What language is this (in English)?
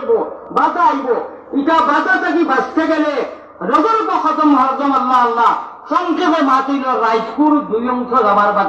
Sylheti